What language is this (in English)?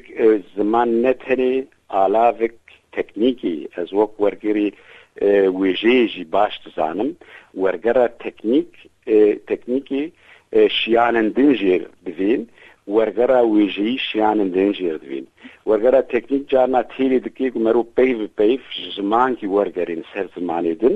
Kurdish